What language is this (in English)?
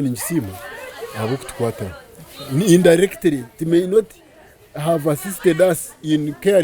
Nyankole